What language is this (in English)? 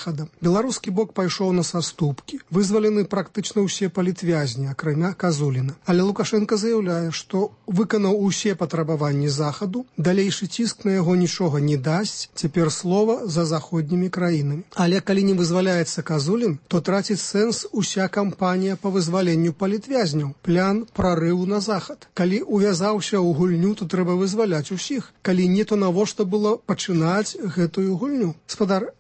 Belarusian